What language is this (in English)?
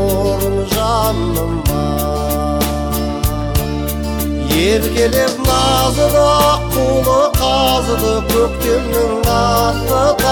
Kazakh